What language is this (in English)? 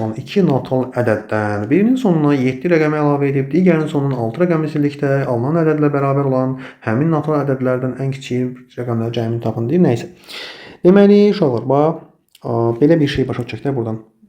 Azerbaijani